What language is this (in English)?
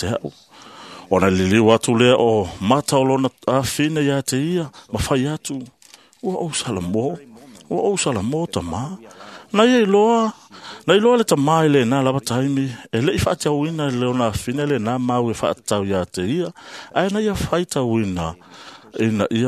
Samoan